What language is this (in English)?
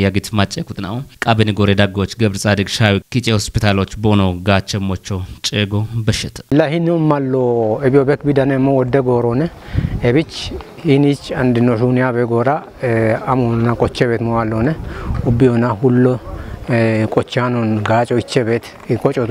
Kafa